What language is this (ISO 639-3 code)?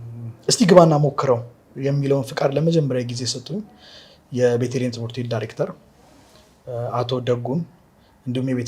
amh